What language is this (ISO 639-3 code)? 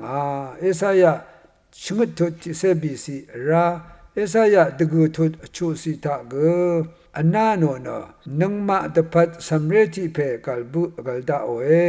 raw